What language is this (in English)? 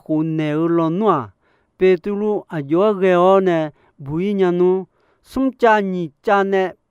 Akha